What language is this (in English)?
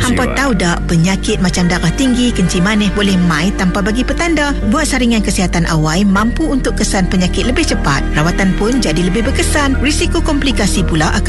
Malay